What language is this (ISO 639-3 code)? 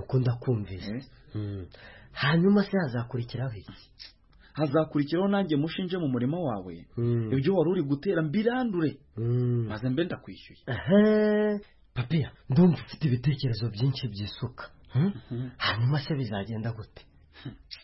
kin